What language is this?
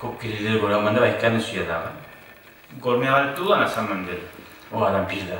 Kumyk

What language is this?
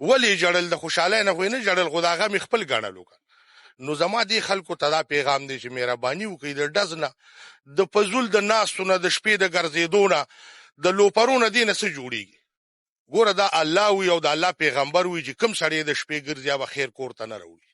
Pashto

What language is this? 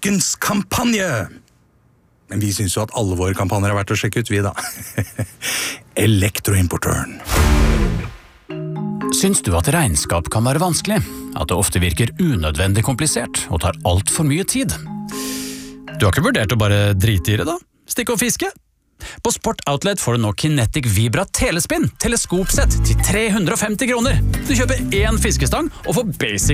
Norwegian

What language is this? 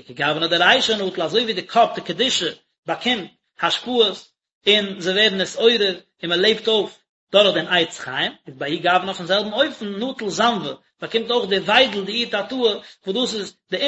Yiddish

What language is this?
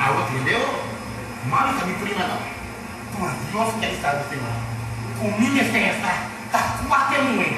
Papiamento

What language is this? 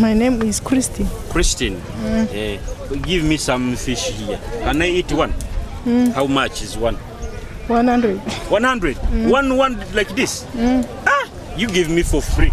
Nyoro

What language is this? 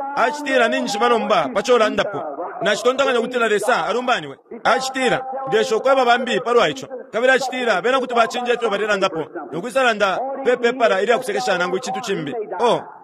Bemba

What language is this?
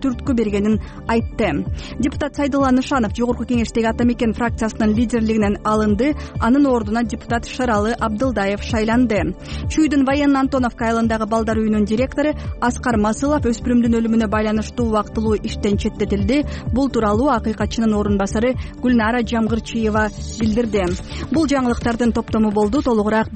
Kyrgyz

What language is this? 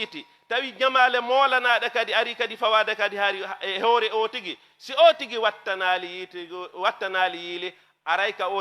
Fula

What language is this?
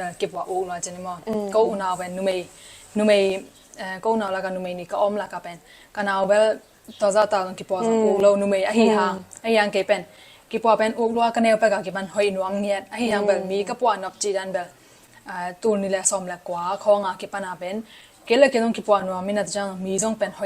Tedim Chin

